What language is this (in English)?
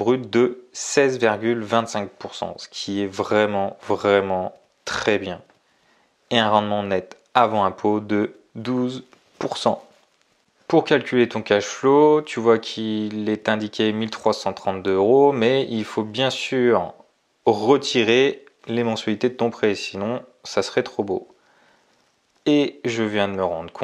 French